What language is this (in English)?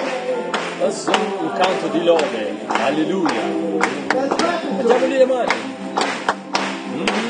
Italian